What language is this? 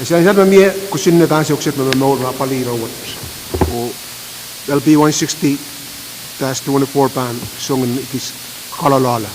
Pohnpeian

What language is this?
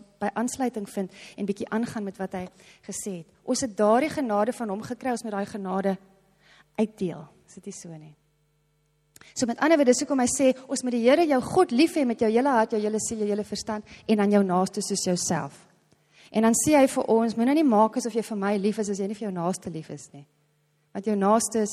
Afrikaans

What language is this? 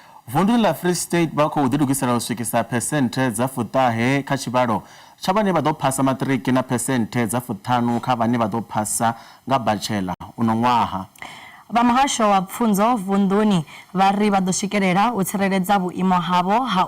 Venda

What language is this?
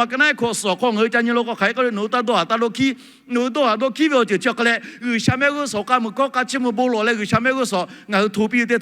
Lahu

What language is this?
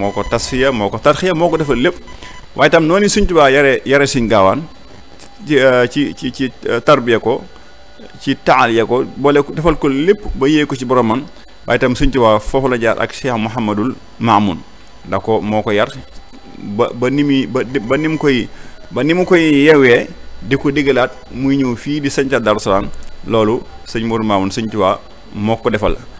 Wolof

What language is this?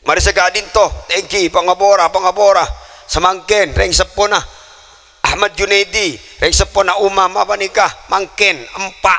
Madurese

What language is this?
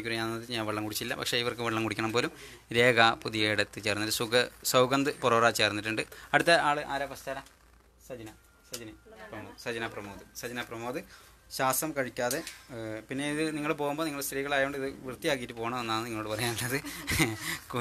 Malayalam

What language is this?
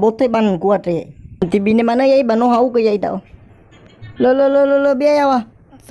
Nias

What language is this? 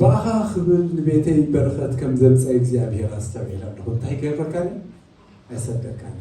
Tigrinya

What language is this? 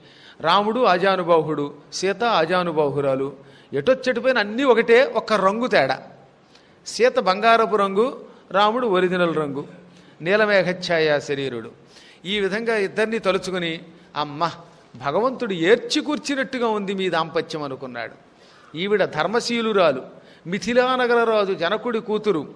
Telugu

